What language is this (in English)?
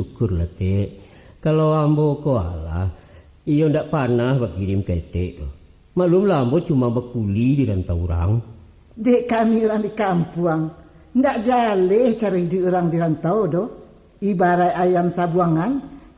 Minangkabau